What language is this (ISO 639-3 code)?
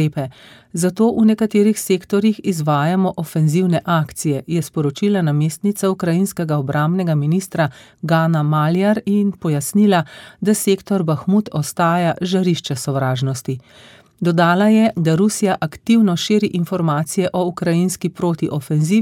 slv